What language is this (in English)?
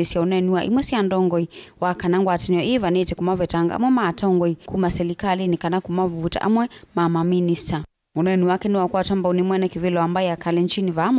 Kamba